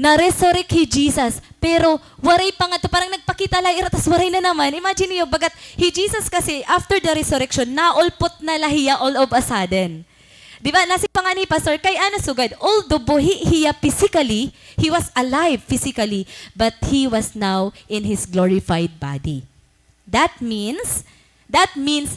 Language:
Waray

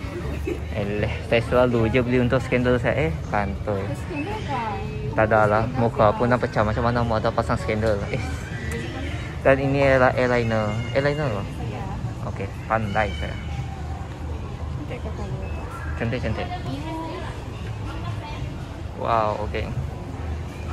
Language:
Malay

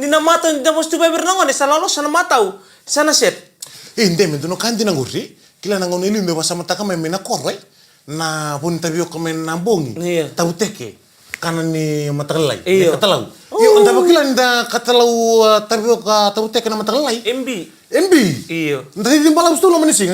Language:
Fijian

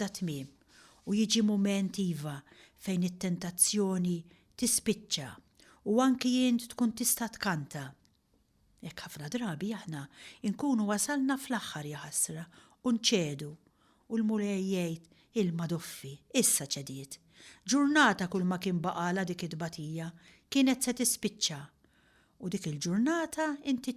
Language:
Maltese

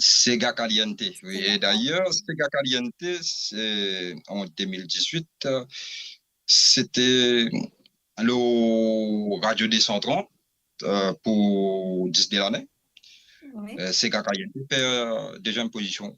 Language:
Morisyen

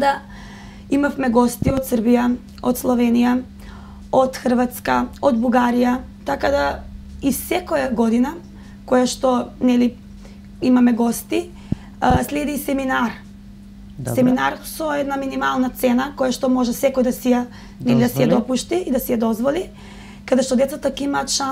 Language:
Macedonian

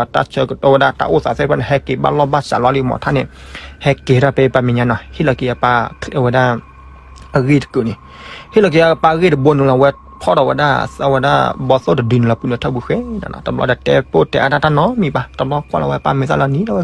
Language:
S'gaw Karen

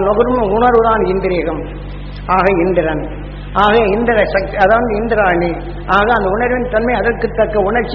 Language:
Tamil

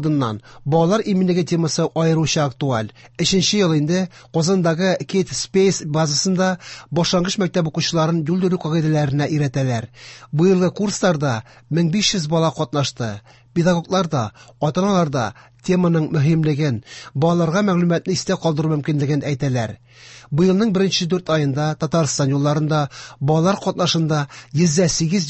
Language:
Tatar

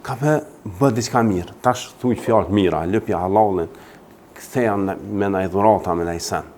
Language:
Albanian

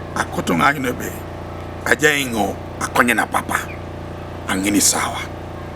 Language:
Teso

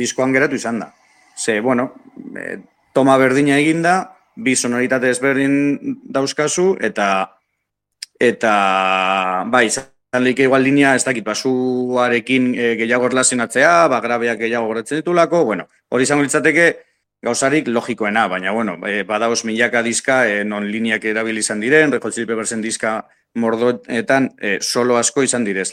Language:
Basque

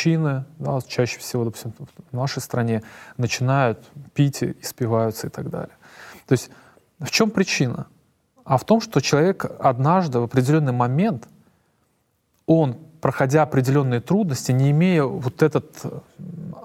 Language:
Russian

